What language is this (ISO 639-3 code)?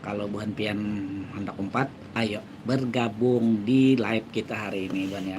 bjn